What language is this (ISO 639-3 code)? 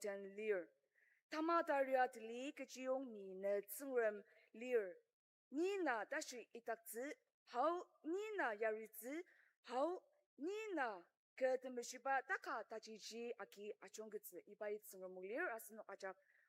njo